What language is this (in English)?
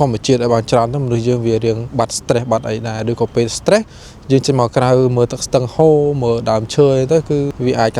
Khmer